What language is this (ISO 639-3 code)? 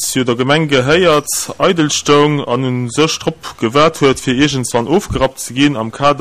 ltz